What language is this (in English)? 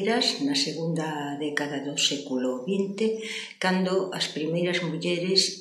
Galician